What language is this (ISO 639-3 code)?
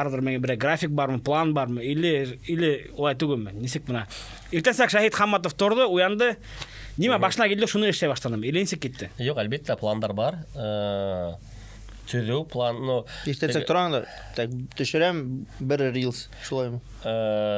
bak